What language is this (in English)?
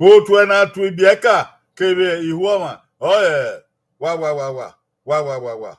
Bini